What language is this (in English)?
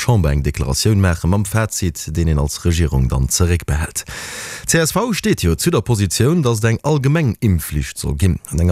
Luxembourgish